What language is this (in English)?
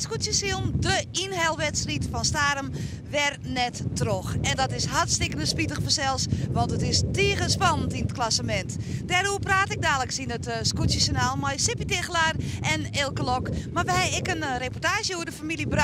Western Frisian